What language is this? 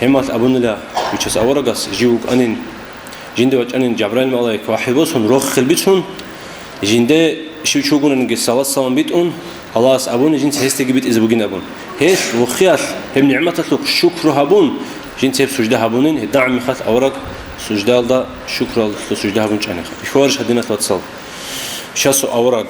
Avaric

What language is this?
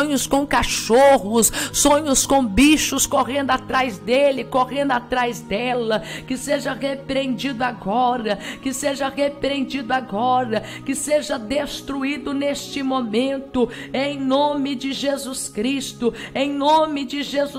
Portuguese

